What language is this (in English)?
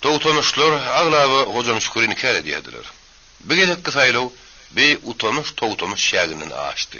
Turkmen